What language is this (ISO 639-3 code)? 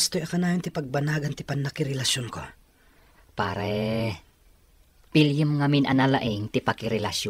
ilo